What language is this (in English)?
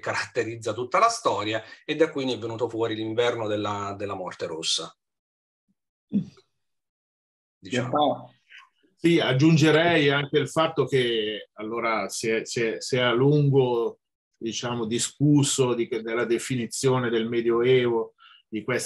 Italian